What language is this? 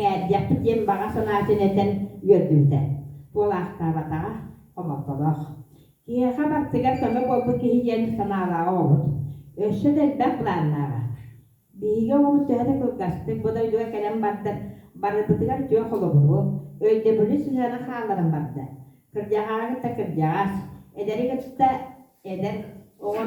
Yakut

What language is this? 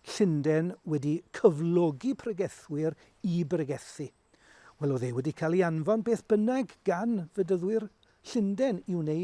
Welsh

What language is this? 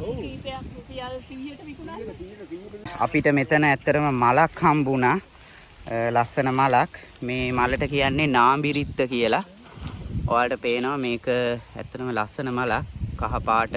Sinhala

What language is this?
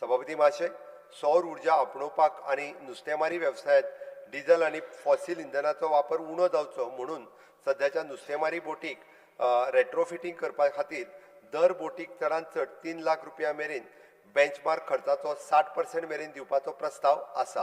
Konkani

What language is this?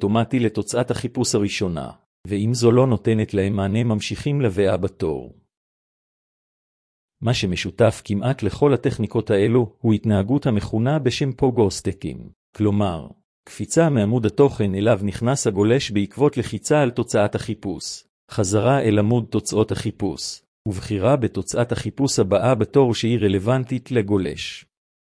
Hebrew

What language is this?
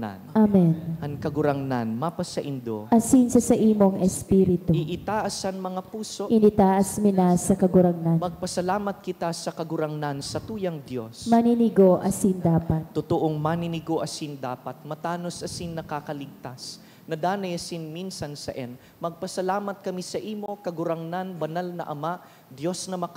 Bikol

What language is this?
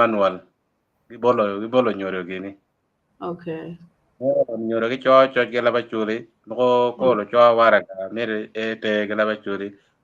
Acoli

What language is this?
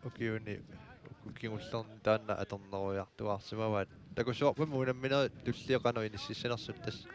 Kalaallisut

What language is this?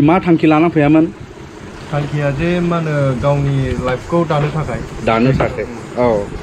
Bodo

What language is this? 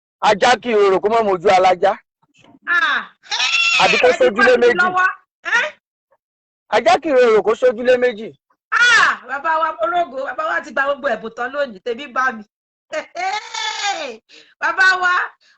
Yoruba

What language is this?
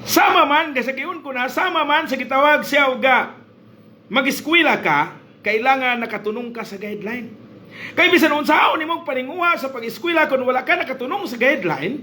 Cebuano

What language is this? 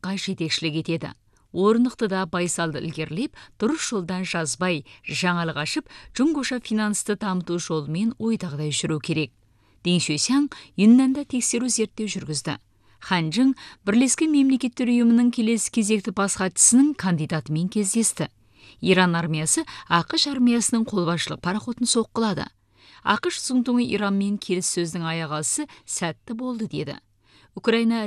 Kazakh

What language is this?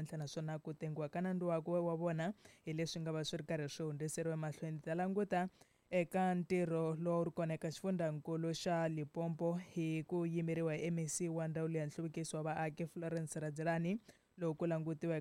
Tsonga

